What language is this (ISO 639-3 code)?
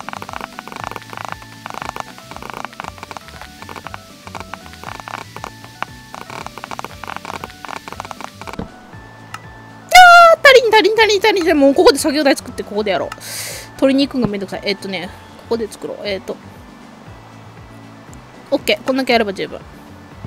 jpn